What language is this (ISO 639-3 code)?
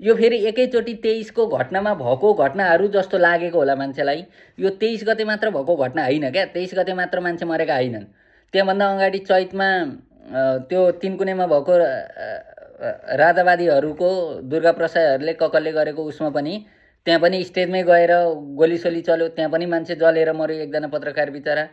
nep